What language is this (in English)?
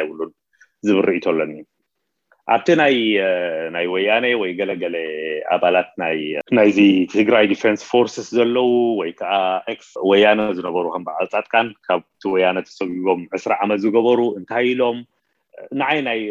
Tigrinya